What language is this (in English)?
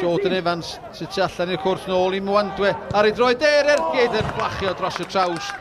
Welsh